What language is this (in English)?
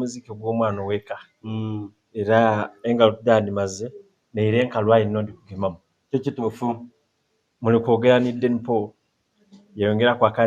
Soga